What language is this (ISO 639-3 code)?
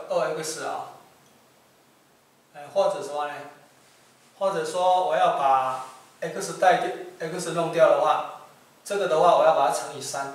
zho